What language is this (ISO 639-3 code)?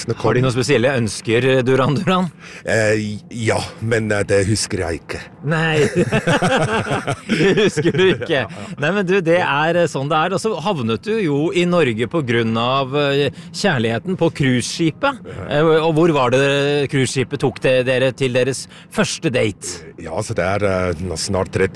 nor